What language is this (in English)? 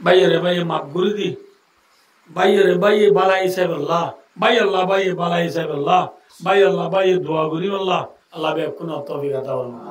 Rohingya